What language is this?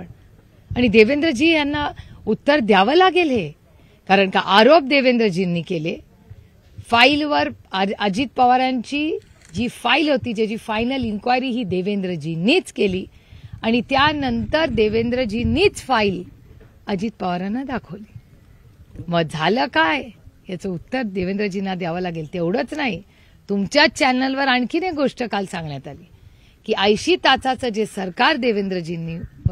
Marathi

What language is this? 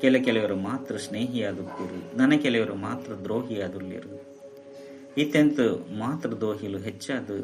Tulu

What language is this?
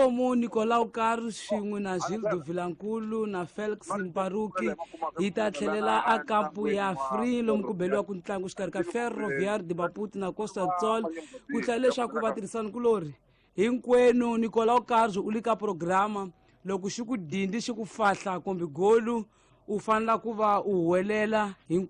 Tsonga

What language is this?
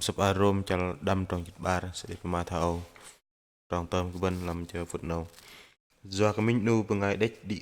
Bahnar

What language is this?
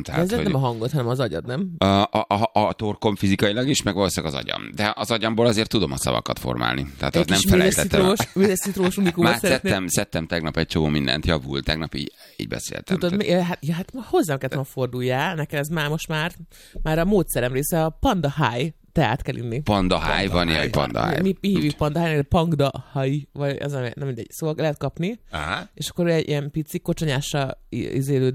Hungarian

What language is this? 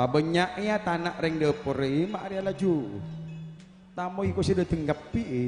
Madurese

